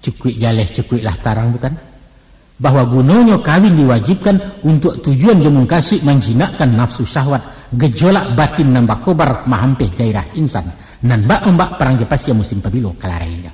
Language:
Minangkabau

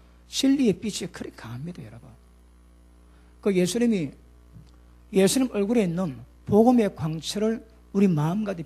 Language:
Korean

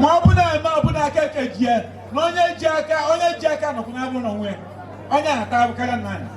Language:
Igbo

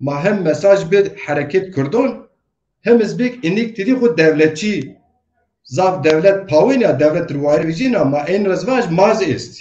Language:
Zaza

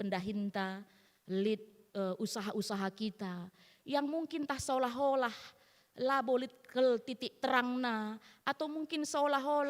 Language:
Batak Karo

